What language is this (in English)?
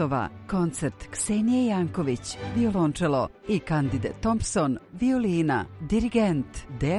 Serbian